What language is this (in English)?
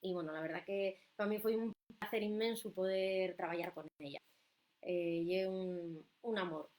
Asturian